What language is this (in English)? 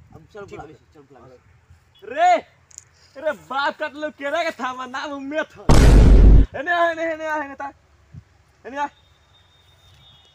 Bhojpuri